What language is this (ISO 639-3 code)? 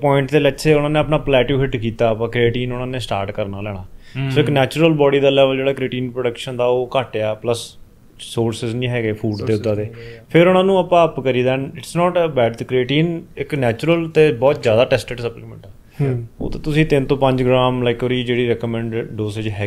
pan